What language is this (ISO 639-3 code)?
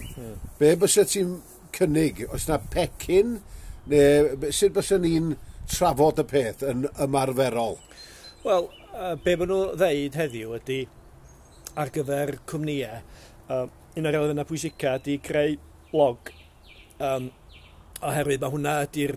cym